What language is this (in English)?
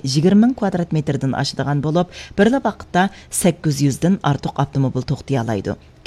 Uyghur